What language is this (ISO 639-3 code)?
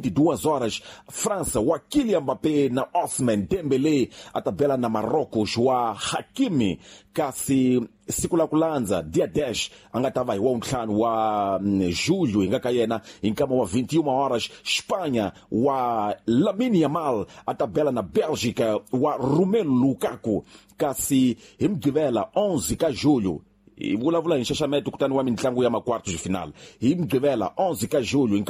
tso